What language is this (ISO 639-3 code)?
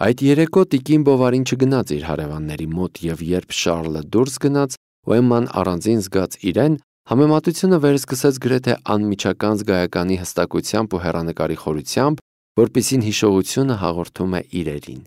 hye